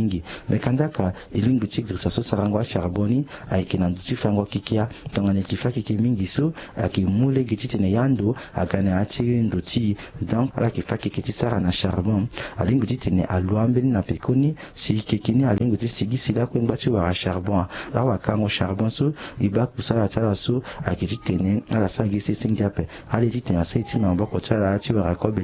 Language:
Sango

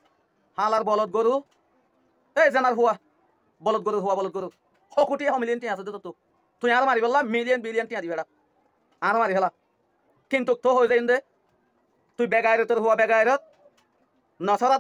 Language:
Rohingya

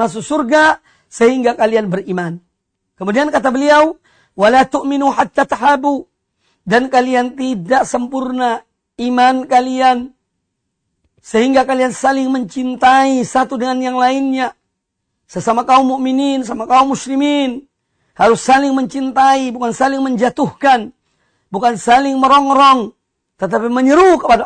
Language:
Indonesian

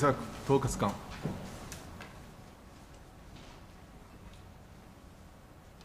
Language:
Japanese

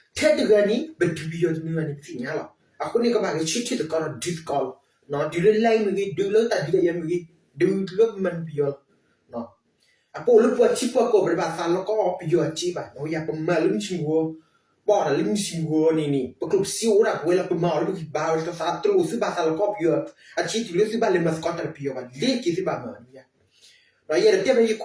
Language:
S'gaw Karen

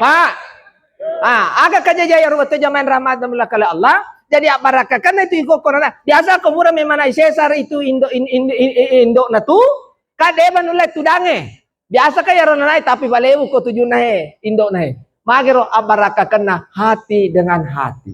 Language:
Buginese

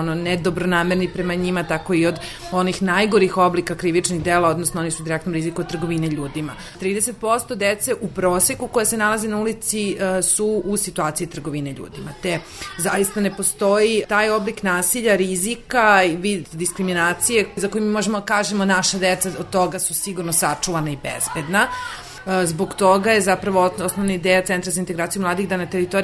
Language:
Serbian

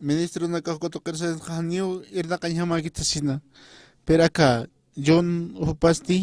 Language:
Aymara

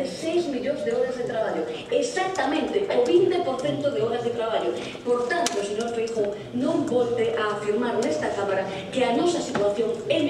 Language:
Galician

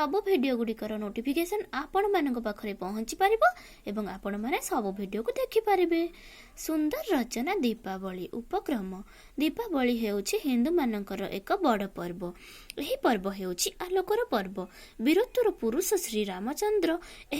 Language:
Odia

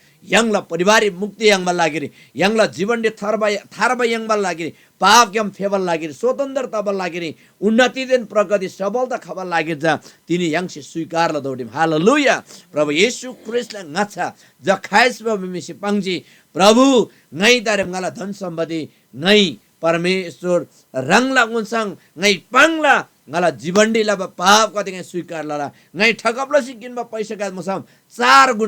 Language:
Eastern Tamang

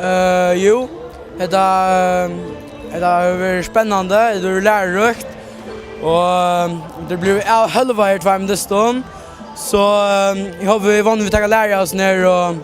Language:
Faroese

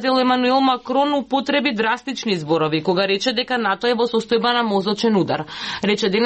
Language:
Macedonian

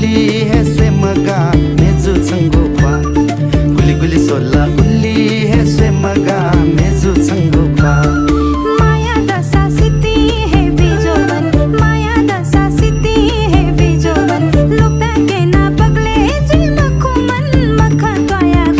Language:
Newari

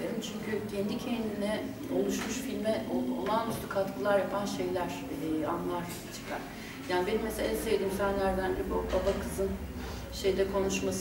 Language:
Turkish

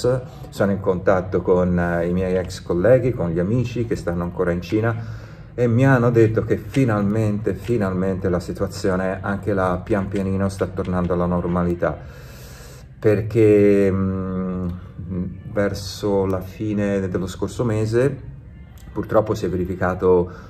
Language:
Italian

